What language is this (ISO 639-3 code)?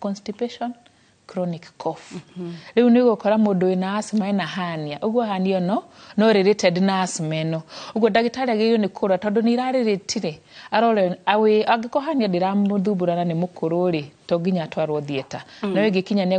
kik